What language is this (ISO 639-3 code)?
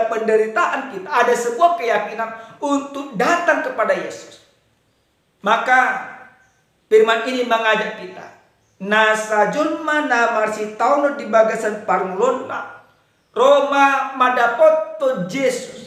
bbc